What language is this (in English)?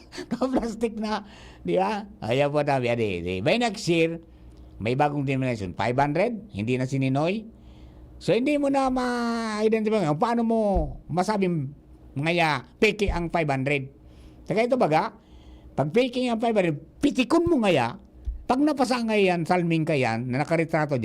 Bikol